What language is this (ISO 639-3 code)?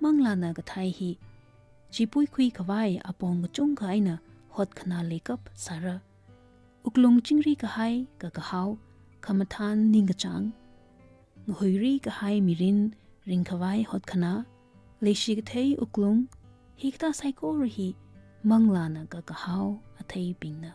nmf